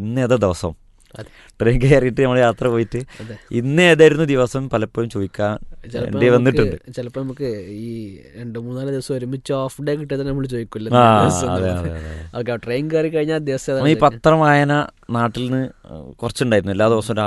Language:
Malayalam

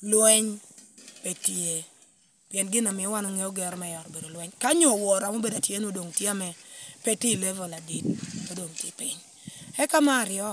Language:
Lango (Uganda)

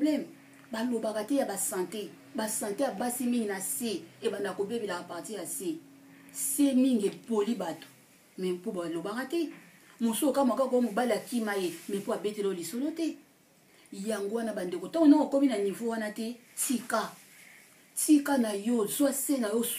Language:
Lingala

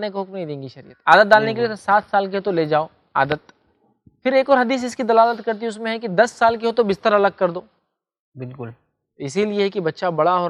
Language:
Urdu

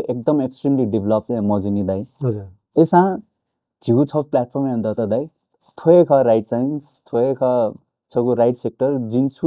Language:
Newari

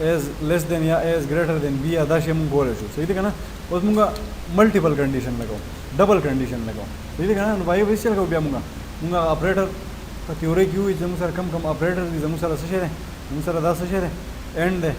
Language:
Pashto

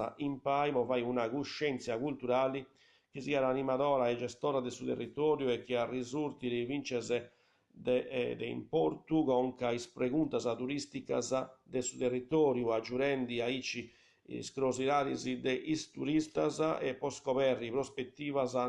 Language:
Sardinian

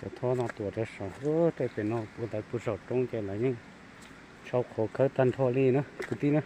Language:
Hmong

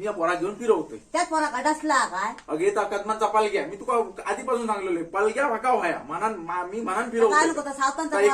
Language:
Konkani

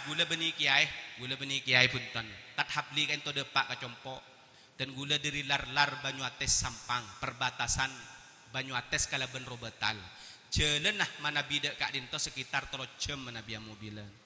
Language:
Madurese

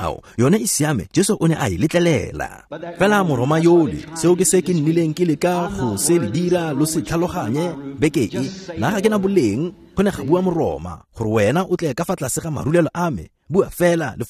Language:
Tswana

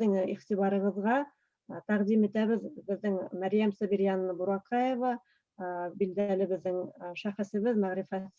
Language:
Bashkir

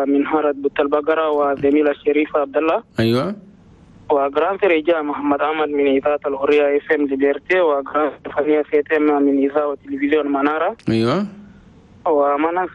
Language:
Chadian Arabic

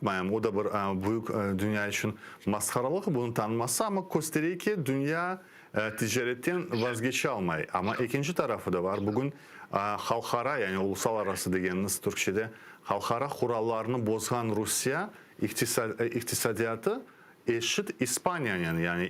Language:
Crimean Tatar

